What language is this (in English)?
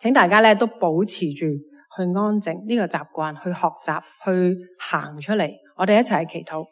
Cantonese